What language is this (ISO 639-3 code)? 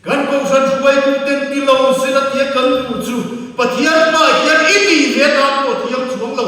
lus